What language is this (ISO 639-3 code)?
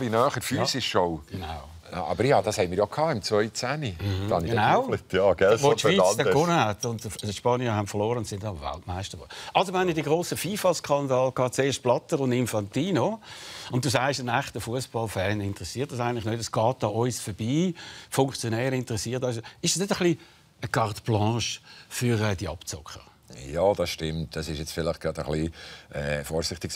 gsw